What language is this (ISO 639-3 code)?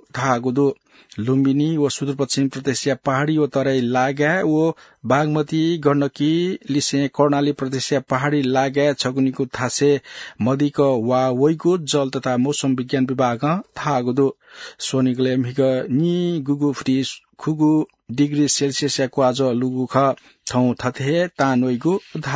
new